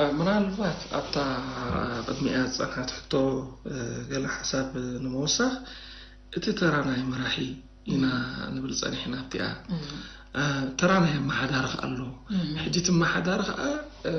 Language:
Tigrinya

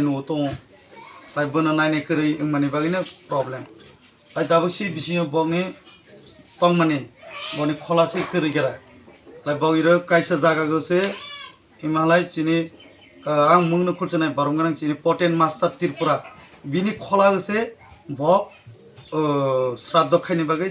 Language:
Kok Borok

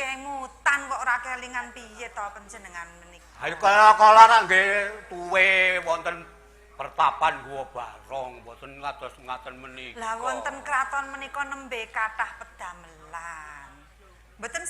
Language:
Javanese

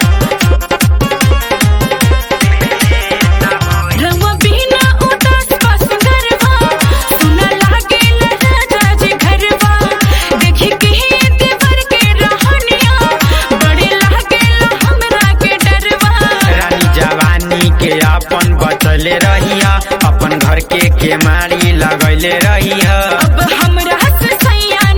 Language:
Bhojpuri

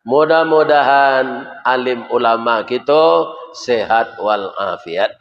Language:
Minangkabau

